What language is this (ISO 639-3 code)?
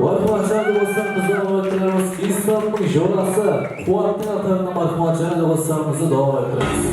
kaa